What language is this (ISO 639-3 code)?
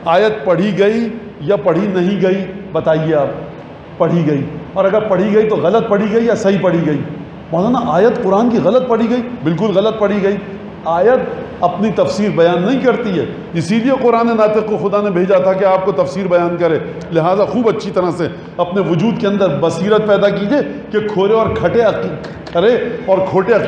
urd